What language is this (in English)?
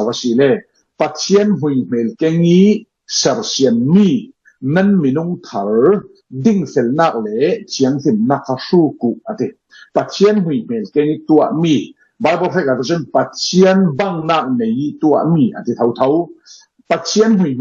Falam Chin